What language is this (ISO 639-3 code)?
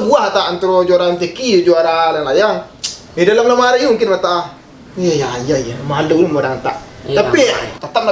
min